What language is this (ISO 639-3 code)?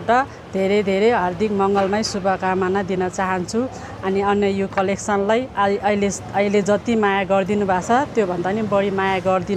nep